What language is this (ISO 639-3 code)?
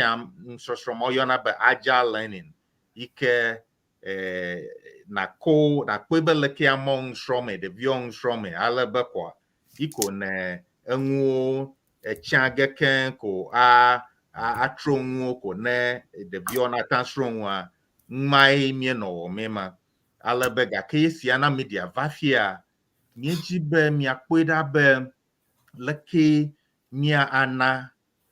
ewe